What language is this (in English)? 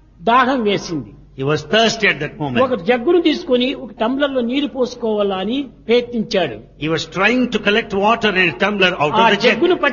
Telugu